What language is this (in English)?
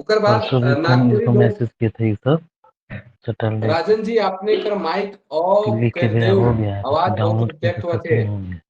Sadri